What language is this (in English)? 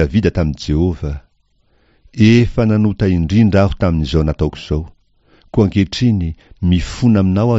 Malagasy